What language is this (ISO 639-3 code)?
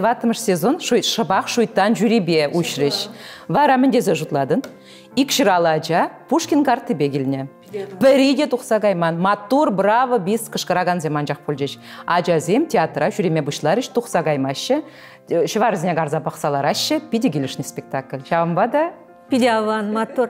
chv